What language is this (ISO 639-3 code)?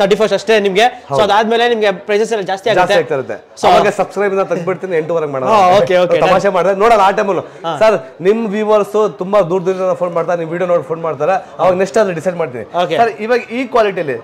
kan